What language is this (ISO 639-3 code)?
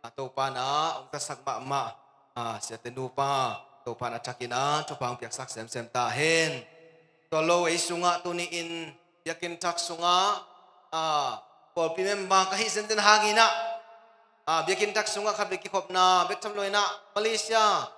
ctd